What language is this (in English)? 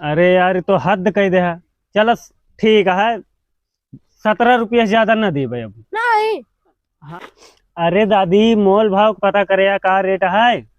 Awadhi